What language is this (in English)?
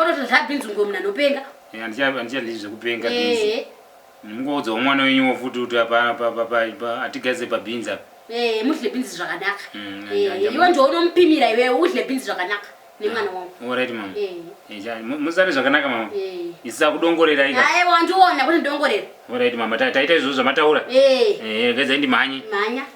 Shona